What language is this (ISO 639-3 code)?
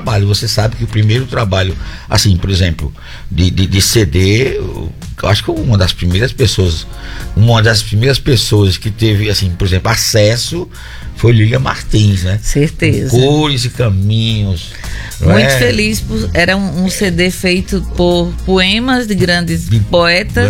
por